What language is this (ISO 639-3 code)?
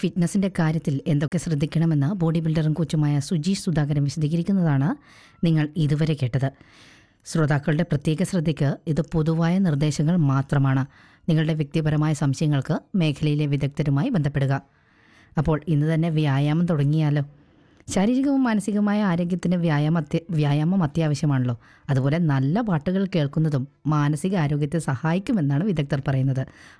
mal